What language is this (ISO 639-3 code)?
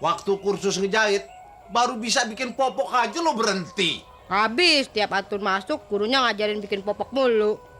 bew